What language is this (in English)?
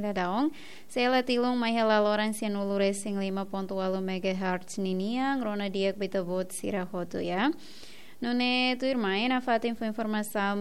Tetum